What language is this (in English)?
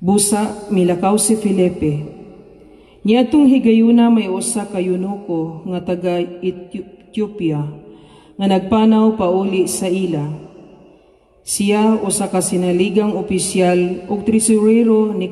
Cebuano